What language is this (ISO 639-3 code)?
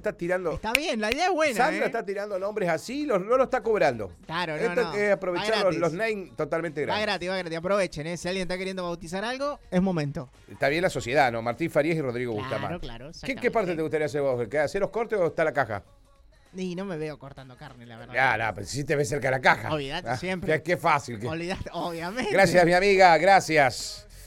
spa